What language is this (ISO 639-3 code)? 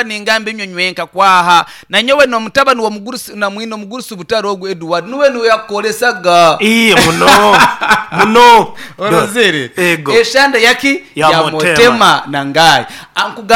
nyn